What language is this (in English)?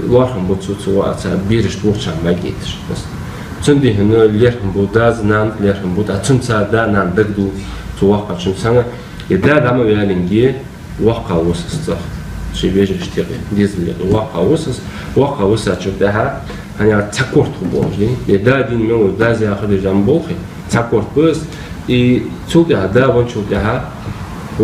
Ingush